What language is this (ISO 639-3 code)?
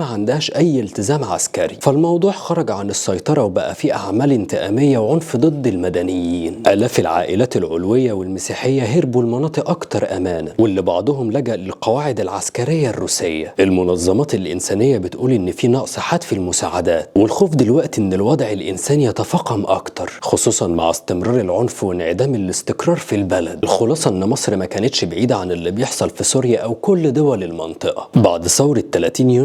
arz